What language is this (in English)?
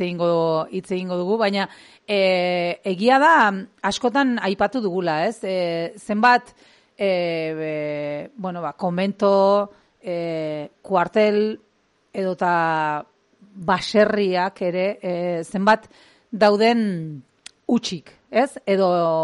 Basque